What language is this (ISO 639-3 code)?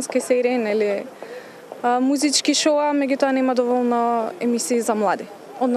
mkd